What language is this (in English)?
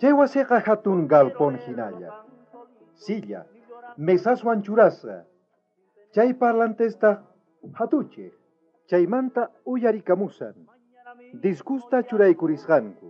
South Bolivian Quechua